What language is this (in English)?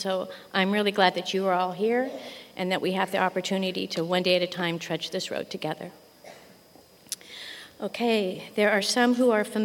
English